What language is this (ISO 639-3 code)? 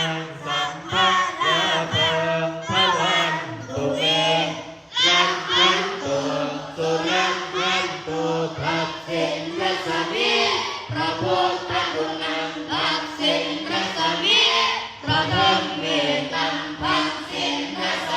pli